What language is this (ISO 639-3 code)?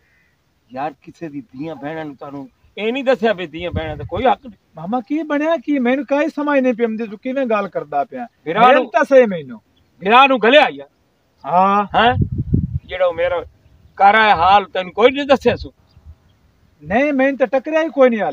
pan